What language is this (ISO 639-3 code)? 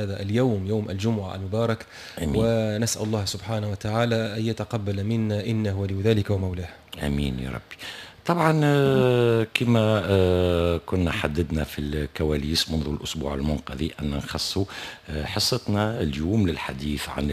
aeb